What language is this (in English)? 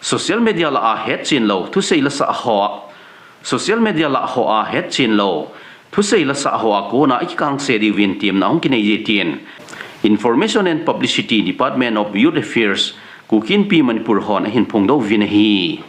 Thado Chin